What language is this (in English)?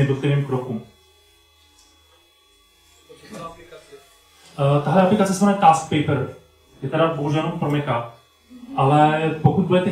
Czech